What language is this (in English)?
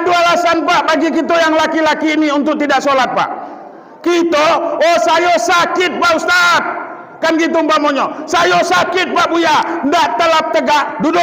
Minangkabau